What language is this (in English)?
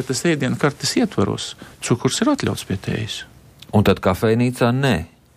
Latvian